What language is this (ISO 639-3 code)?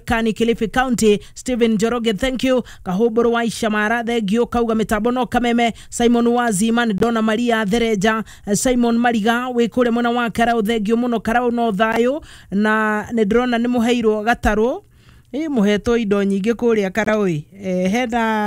kik